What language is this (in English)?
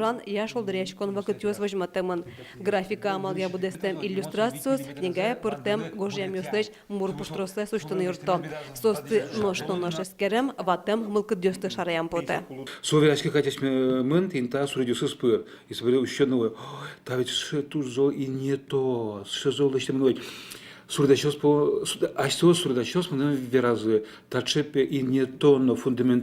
Udmurt